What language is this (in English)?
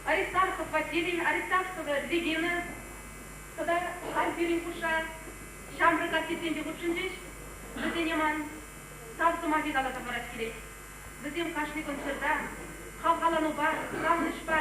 Chuvash